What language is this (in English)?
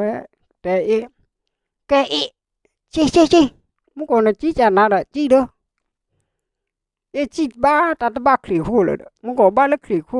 S'gaw Karen